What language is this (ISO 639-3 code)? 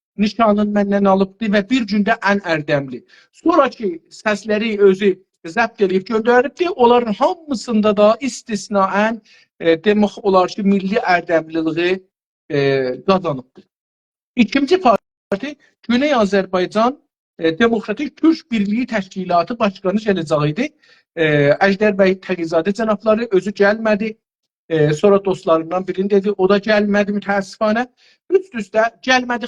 azb